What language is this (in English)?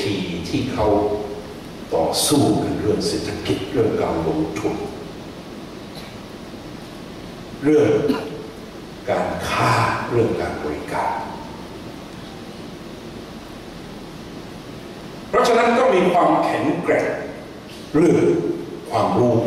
Thai